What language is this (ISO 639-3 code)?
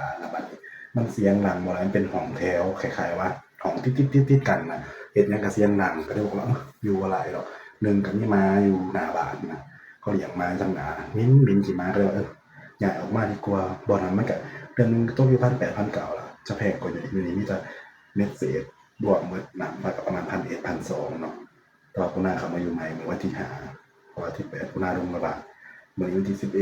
tts